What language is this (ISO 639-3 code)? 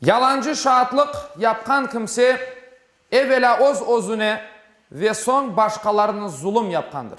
crh